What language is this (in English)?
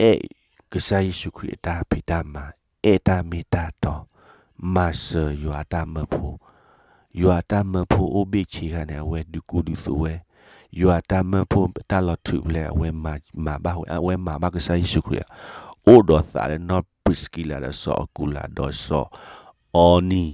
S'gaw Karen